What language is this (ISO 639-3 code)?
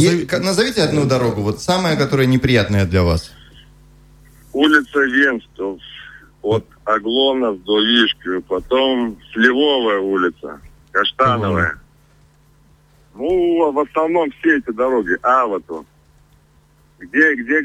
rus